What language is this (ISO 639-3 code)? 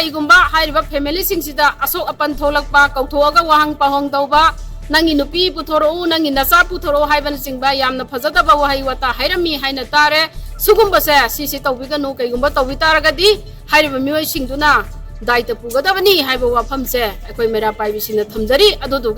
mni